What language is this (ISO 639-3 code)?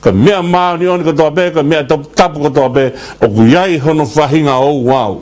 ton